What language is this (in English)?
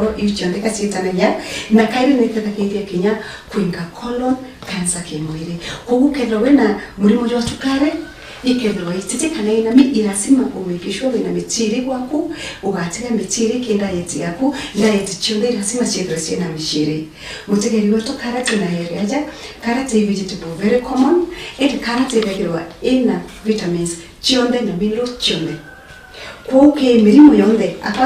Meru